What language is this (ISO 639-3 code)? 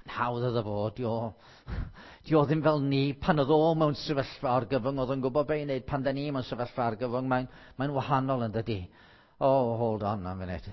cym